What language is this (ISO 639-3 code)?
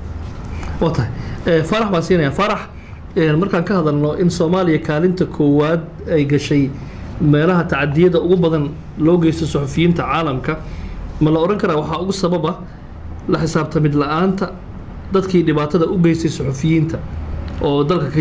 som